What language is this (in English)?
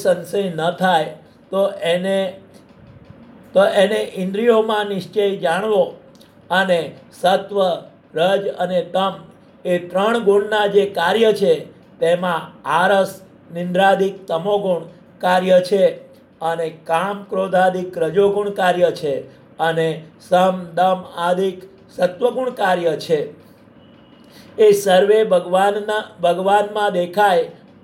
Gujarati